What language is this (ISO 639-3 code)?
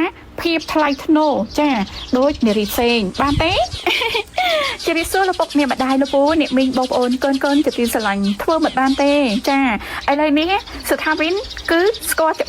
khm